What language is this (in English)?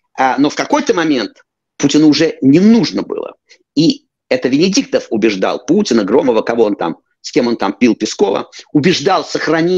Russian